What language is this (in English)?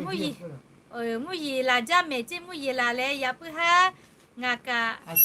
Lahu